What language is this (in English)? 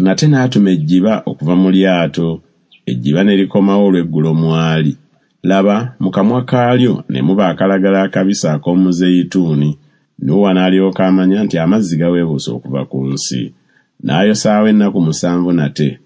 Ganda